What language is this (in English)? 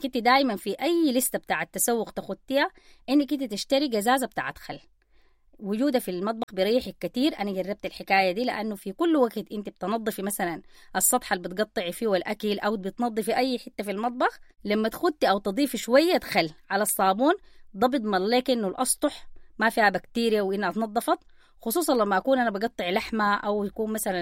Sudanese Arabic